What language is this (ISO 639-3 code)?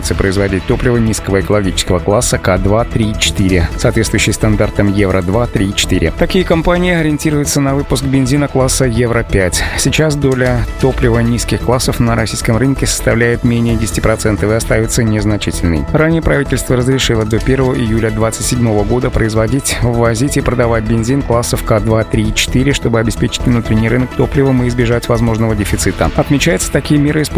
rus